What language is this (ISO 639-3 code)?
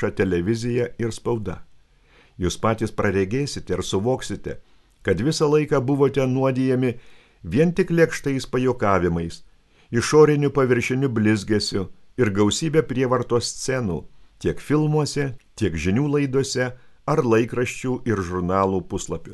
lit